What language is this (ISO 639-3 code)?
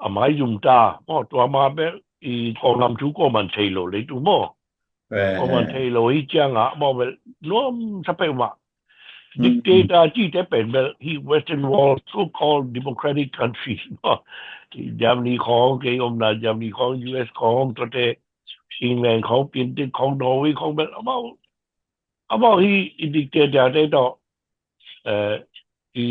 ctd